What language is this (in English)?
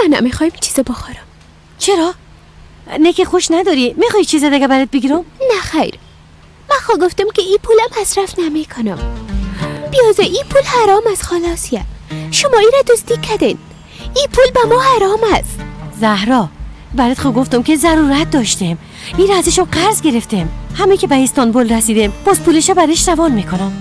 Persian